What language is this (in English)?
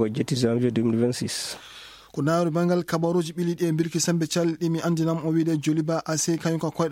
Fula